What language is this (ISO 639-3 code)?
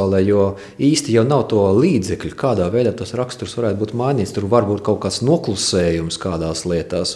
lav